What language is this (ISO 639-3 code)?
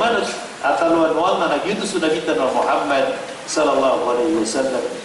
mrw